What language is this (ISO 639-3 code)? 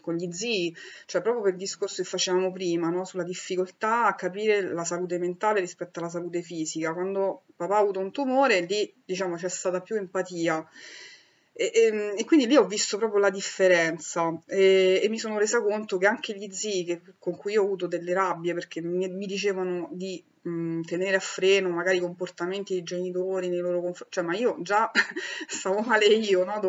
ita